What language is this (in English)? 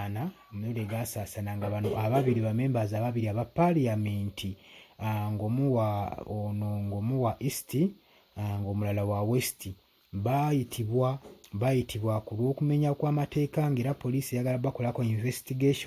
Ganda